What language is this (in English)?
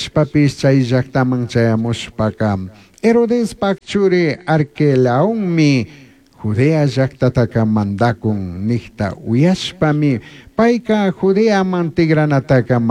Chimborazo Highland Quichua